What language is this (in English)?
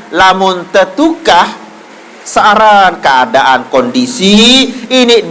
Sasak